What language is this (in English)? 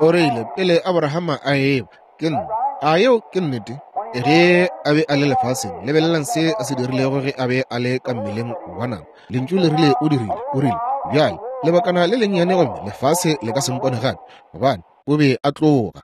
Northern Sotho